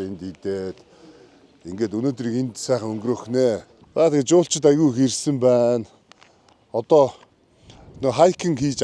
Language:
Mongolian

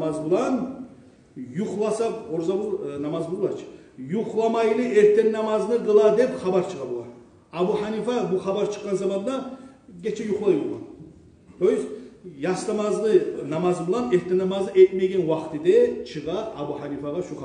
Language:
Kumyk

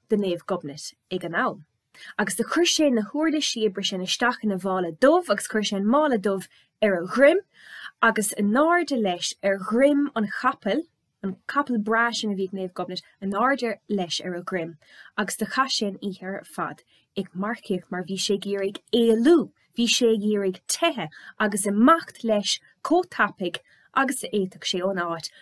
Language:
Irish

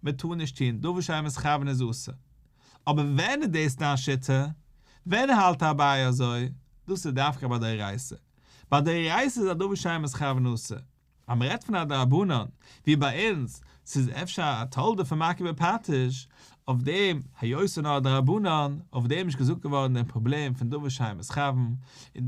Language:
Yiddish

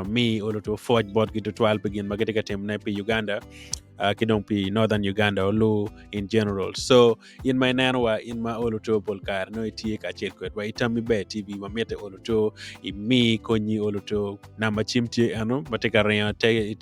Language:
Acoli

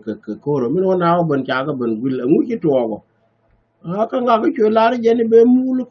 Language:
Nuer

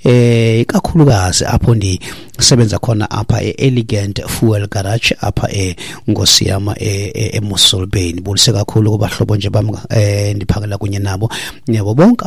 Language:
Xhosa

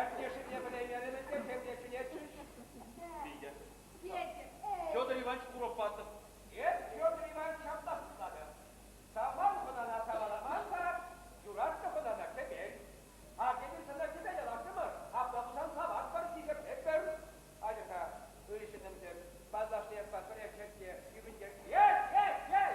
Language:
Chuvash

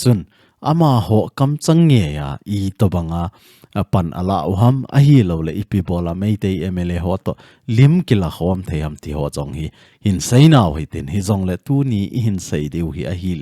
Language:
Thado Chin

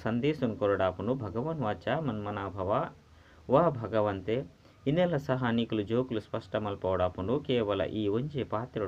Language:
Tulu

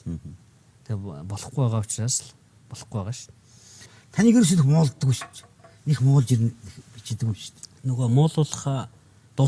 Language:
Mongolian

